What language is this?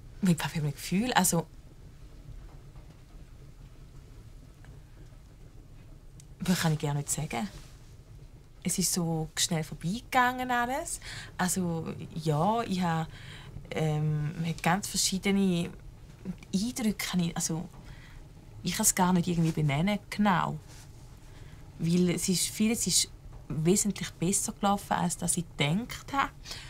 German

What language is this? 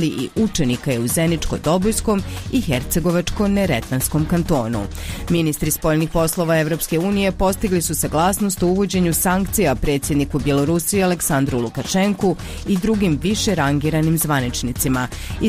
Bosnian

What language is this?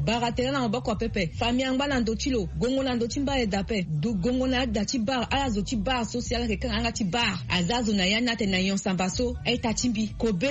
Sango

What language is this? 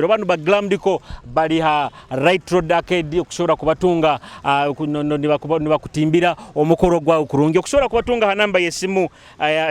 Nyoro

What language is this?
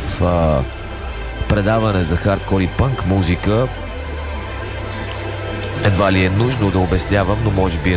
Bulgarian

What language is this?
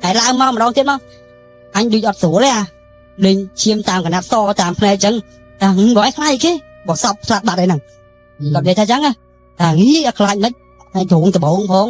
Khmer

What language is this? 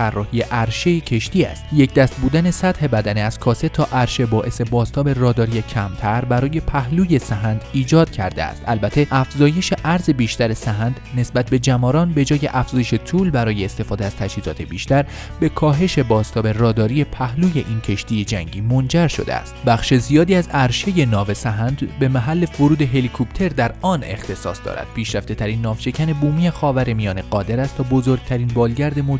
Persian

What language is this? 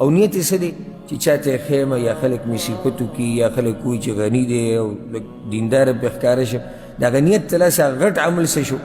Pashto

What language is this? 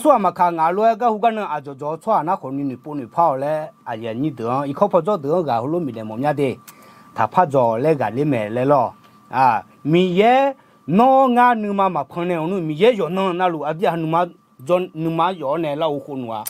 Akha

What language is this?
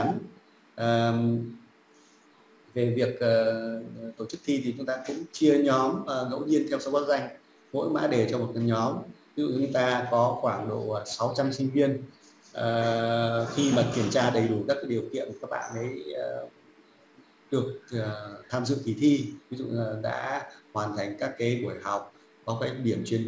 Vietnamese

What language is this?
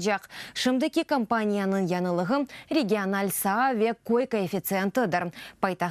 Crimean Tatar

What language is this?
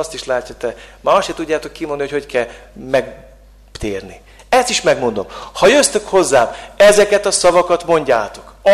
Hungarian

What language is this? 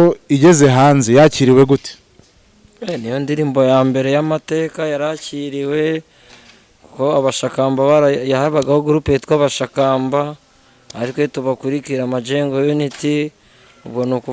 Kinyarwanda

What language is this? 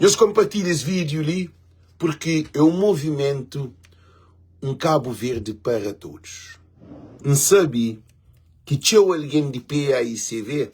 Kabuverdianu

